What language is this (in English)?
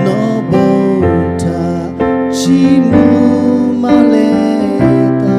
Lahu